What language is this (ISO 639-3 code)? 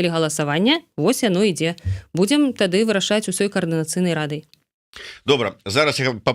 bel